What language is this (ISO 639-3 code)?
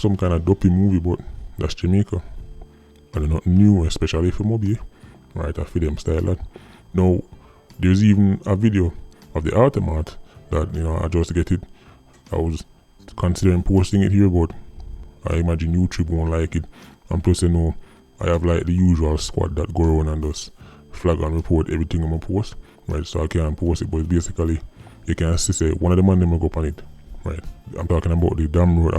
jam